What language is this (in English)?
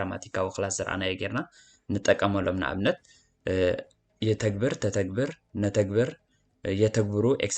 Tigrinya